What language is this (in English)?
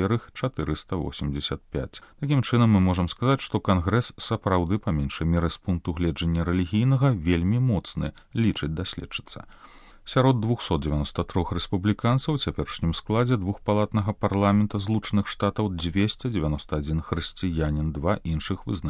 Belarusian